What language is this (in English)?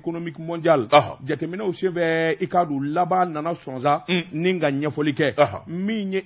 Bambara